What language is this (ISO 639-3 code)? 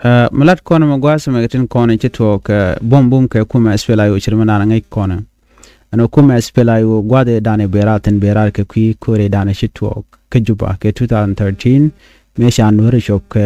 nus